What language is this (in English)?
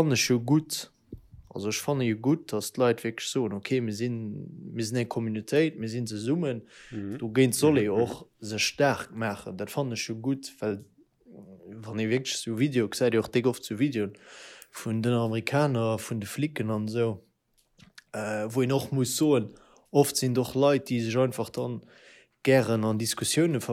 Luxembourgish